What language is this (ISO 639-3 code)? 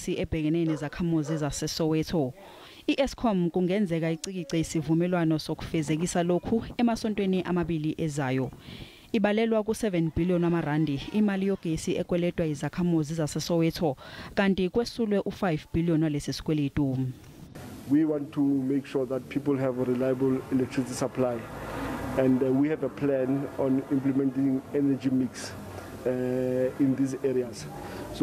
zul